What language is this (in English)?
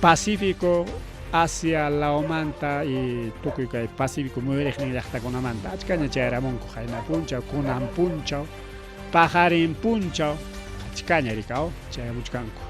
Ayacucho Quechua